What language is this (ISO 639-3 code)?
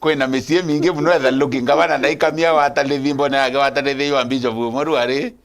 mer